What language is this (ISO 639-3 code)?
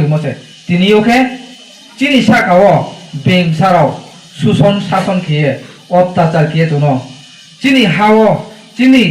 ria